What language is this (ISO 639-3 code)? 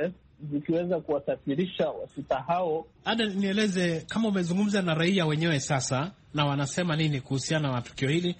swa